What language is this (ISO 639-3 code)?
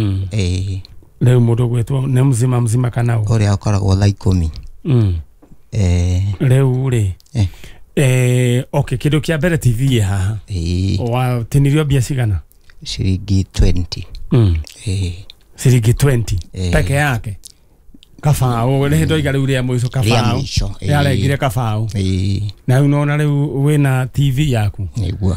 kik